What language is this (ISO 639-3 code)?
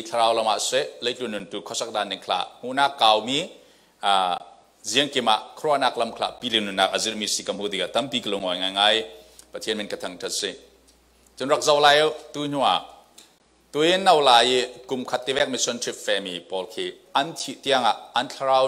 cfm